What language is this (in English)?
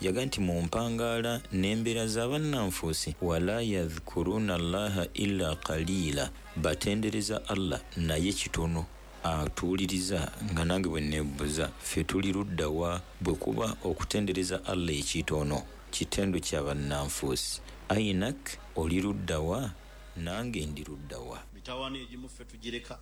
Ganda